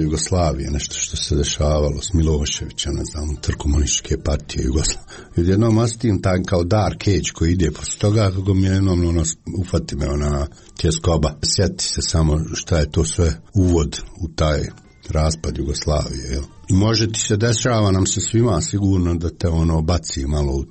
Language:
Serbian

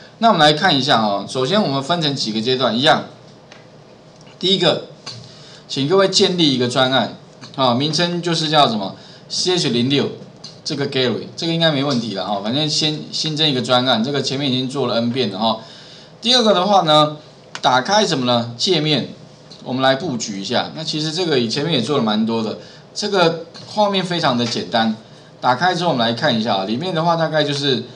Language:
Chinese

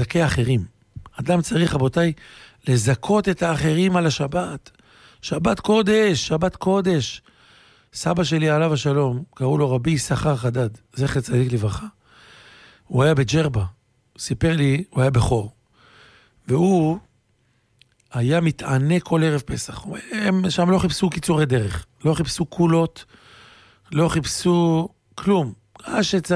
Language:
Hebrew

